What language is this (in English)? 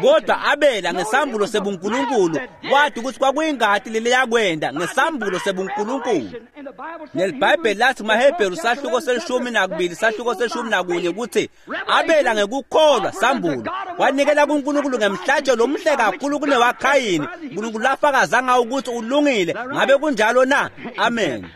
Swati